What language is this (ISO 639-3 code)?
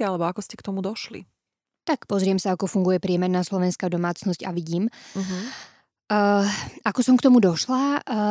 slk